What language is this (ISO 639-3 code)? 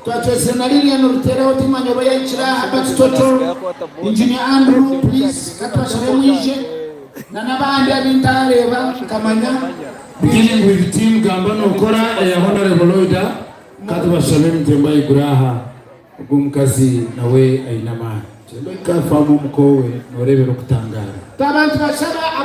nyn